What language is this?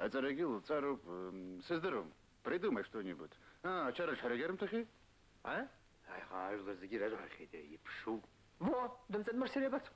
Abkhazian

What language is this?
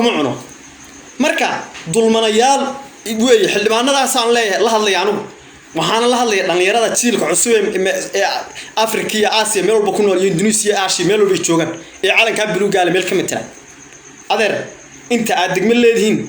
Somali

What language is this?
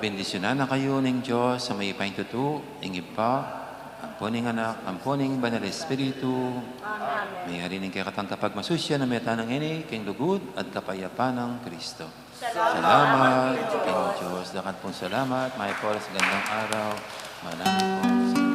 Pampanga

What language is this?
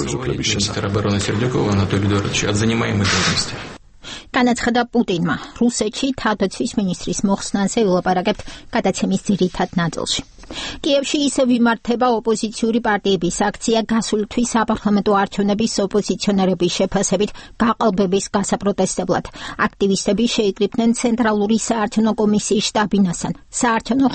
Georgian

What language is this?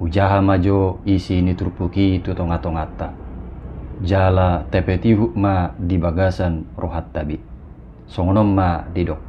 Batak Toba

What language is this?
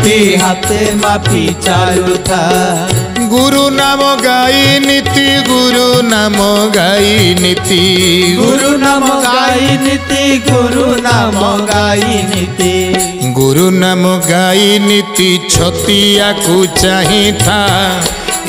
Odia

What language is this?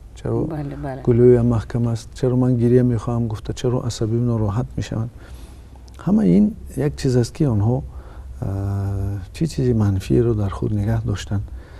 Tajik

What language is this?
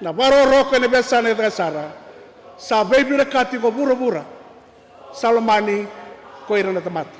Fijian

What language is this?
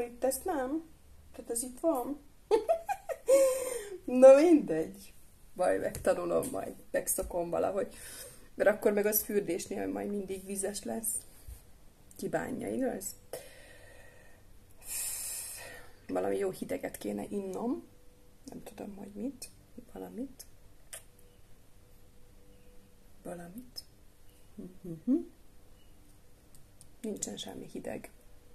Hungarian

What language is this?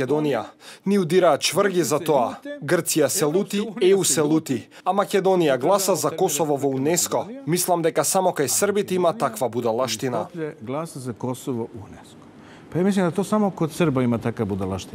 Macedonian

